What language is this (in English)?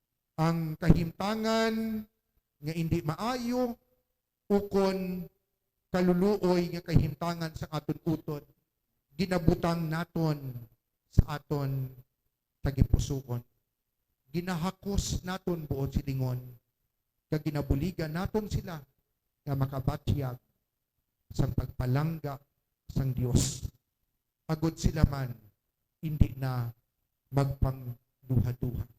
Hiligaynon